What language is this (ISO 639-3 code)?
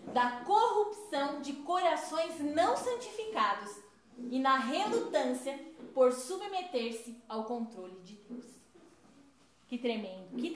por